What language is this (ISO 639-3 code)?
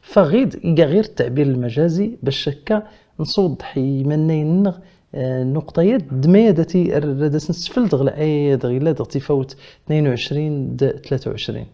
kab